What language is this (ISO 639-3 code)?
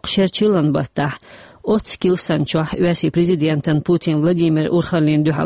che